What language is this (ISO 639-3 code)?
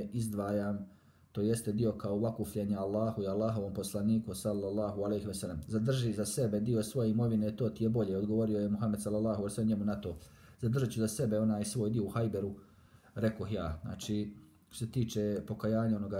bos